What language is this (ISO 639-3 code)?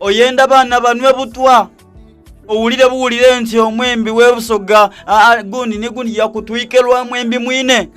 xog